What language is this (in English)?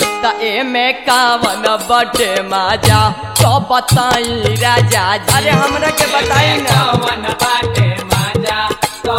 Bhojpuri